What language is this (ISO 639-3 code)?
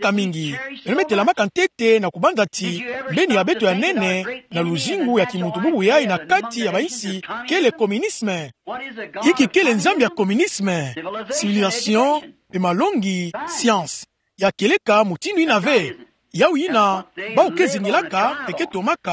ktu